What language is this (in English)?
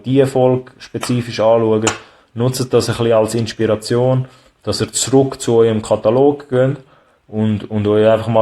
Swiss German